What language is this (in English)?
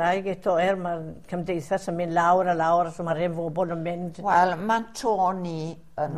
Welsh